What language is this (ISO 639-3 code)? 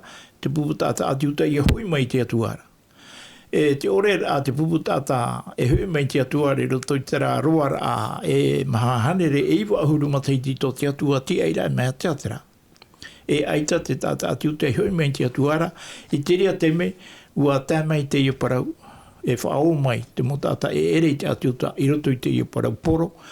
tah